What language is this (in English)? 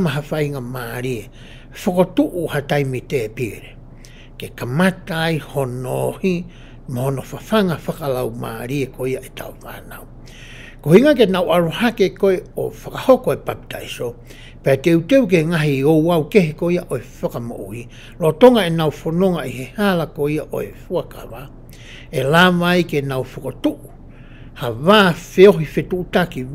Tongan